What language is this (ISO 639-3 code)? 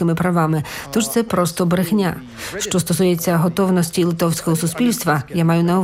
ukr